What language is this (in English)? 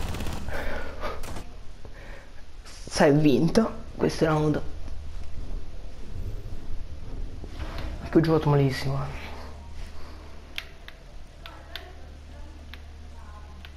Italian